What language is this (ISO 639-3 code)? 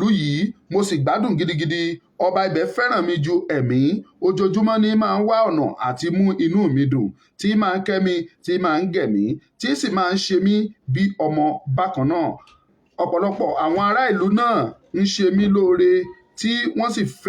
yor